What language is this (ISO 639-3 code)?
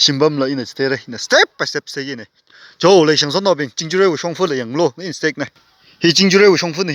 nmf